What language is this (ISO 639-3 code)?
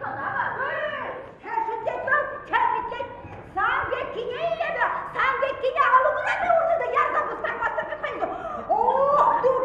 chv